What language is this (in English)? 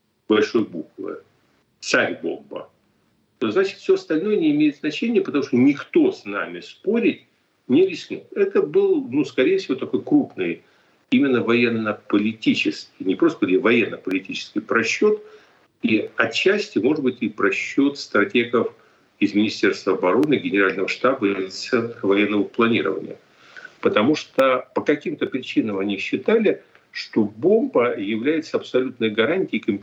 Russian